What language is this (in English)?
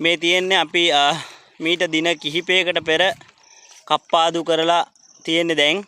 Sinhala